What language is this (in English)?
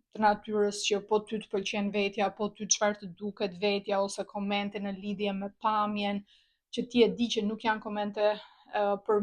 Albanian